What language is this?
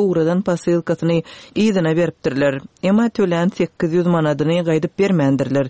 Turkmen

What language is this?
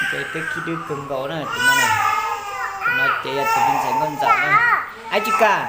Hmong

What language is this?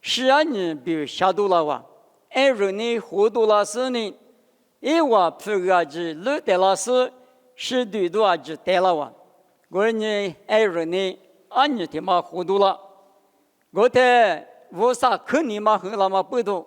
Lisu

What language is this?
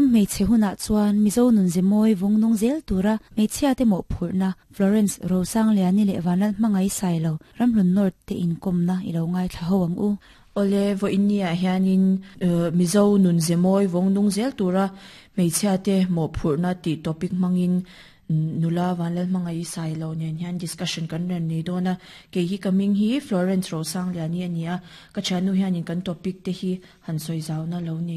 Mizo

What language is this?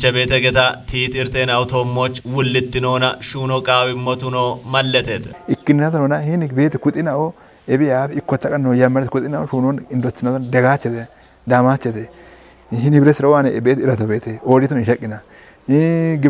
Kafa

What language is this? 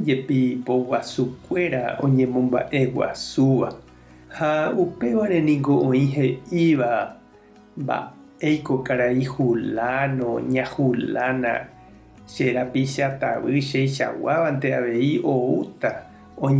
Guarani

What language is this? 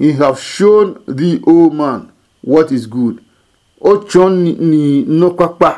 Adangme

